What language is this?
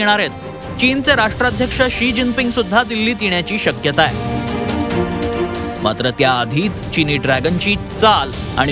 Marathi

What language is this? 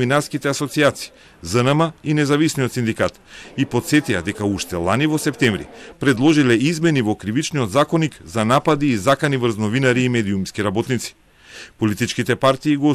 Macedonian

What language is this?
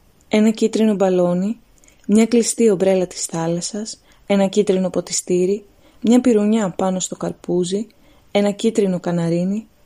Greek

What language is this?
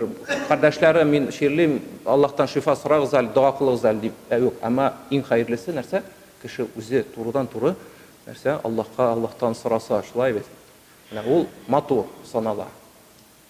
Tatar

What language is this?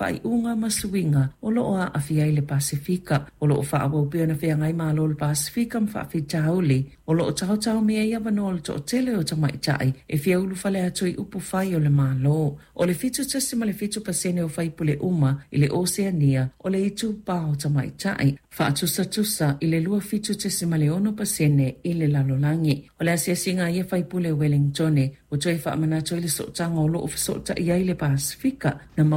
Samoan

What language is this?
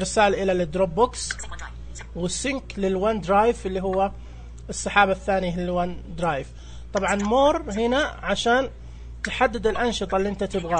Najdi Arabic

